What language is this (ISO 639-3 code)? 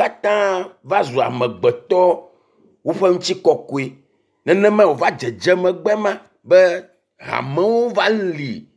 ewe